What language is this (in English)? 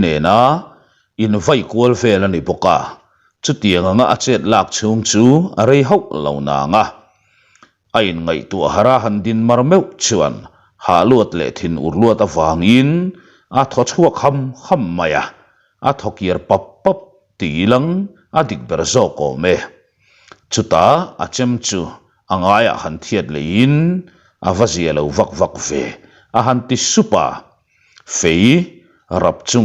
Mizo